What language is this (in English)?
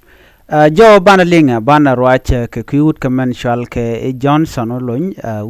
Nuer